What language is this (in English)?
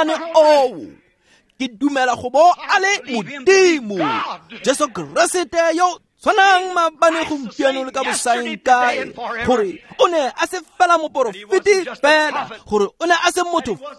Tswana